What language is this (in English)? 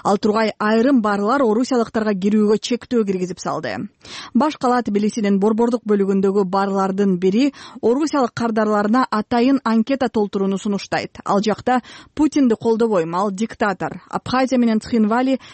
Kyrgyz